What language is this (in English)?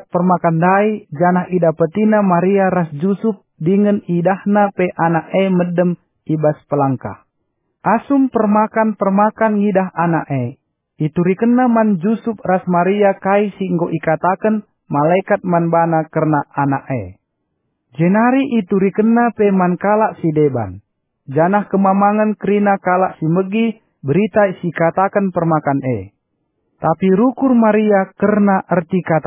Batak Karo